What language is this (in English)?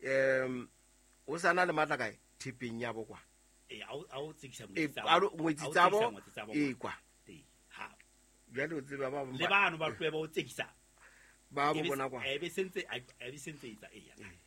Southern Sotho